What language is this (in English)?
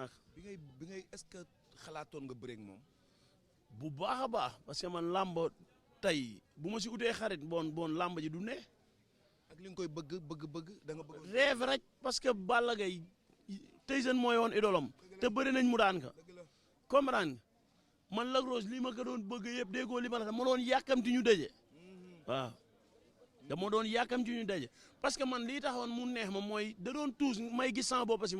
Wolof